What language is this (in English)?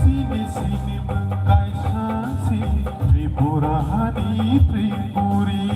Kok Borok